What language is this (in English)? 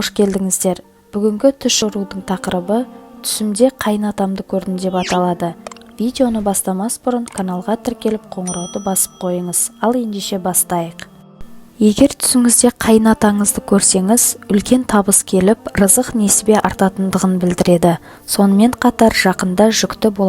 Kazakh